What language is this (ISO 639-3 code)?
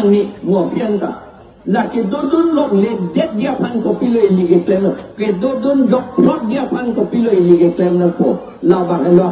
mjw